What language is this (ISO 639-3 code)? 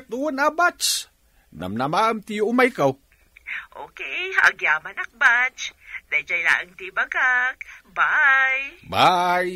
ilo